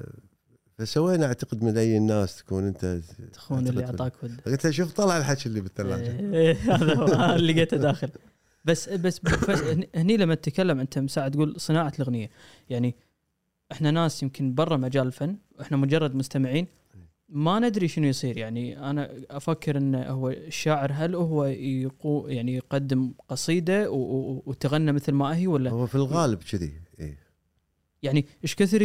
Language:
Gulf Arabic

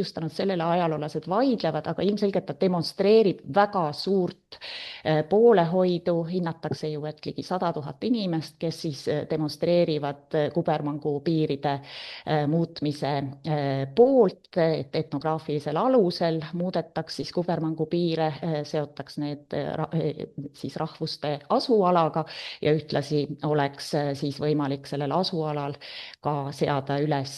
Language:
Estonian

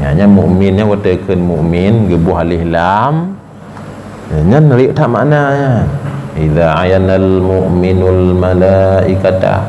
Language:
Achinese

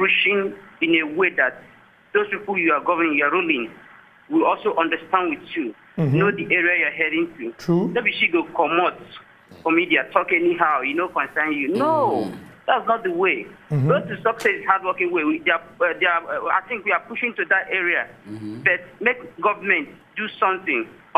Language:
Nigerian Pidgin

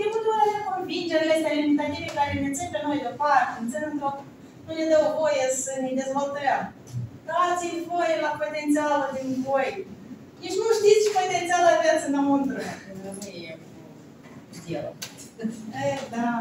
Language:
Romanian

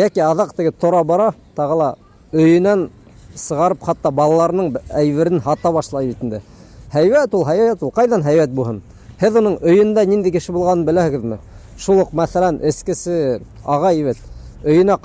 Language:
Bashkir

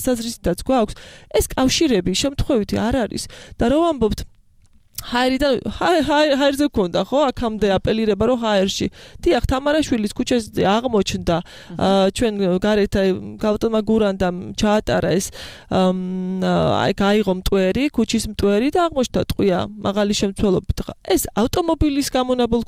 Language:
Georgian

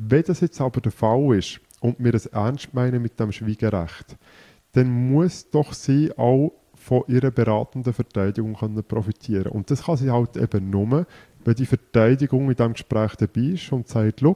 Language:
German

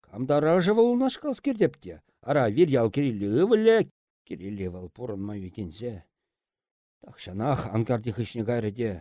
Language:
Chuvash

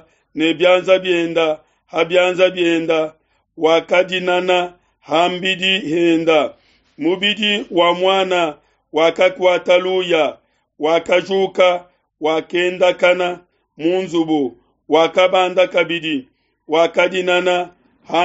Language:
Luba-Lulua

